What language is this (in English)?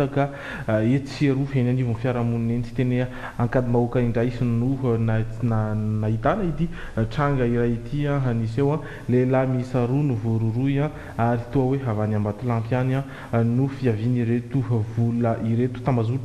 Malagasy